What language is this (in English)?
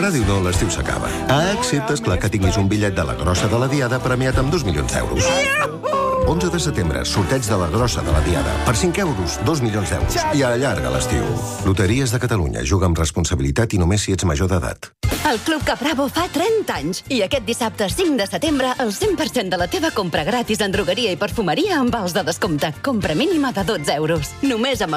Catalan